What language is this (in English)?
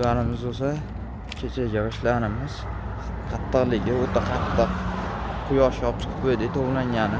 Uzbek